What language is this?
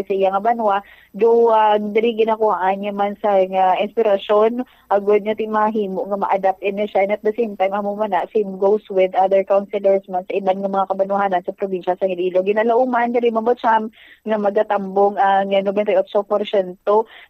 Hiligaynon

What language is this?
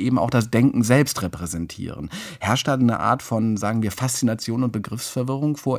German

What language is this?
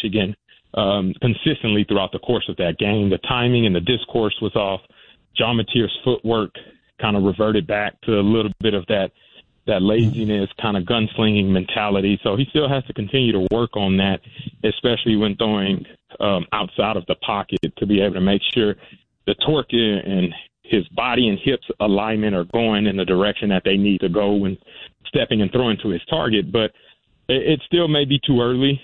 English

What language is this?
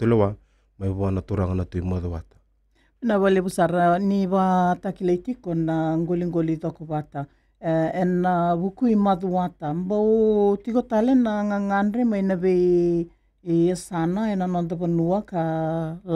Fijian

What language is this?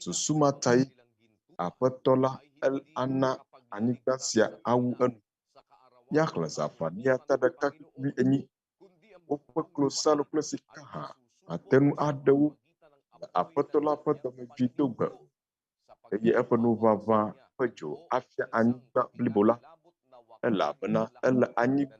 Ewe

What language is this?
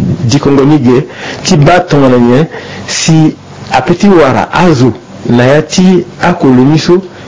Sango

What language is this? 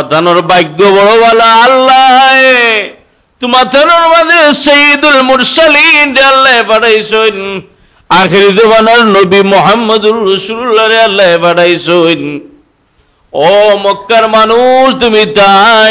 Sylheti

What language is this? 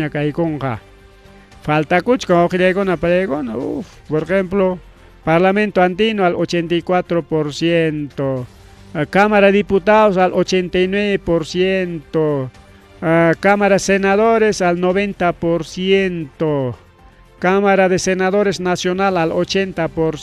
Ayacucho Quechua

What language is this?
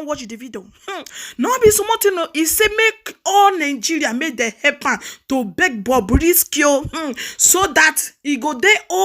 Nigerian Pidgin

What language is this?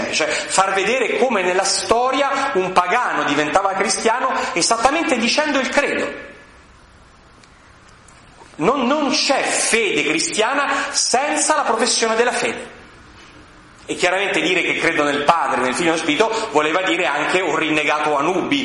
Italian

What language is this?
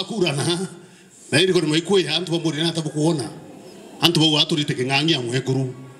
Meru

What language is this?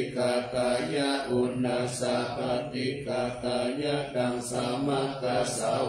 Pali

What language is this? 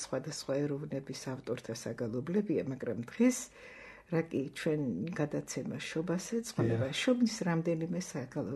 Georgian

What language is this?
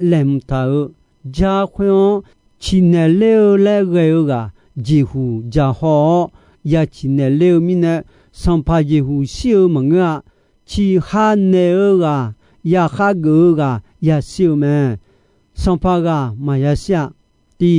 Akha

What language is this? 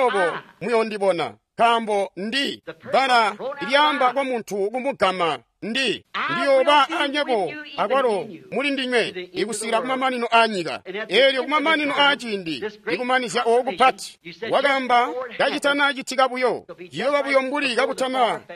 Tonga (Zambia)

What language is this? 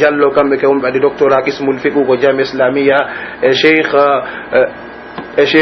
Pular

